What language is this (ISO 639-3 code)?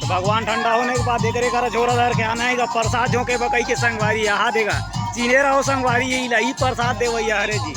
hne